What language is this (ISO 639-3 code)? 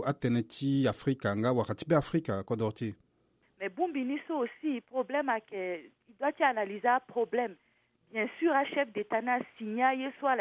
sag